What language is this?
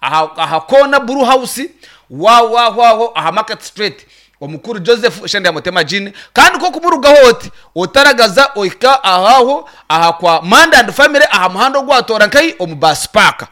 Nyankole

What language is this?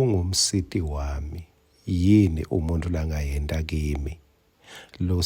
Swati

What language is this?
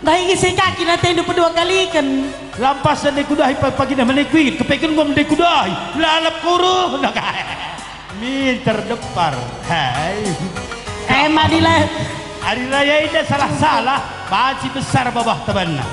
Batak Karo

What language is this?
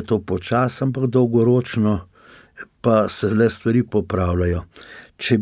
Slovenian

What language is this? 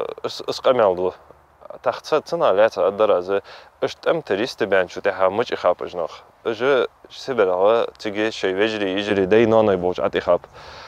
Ingush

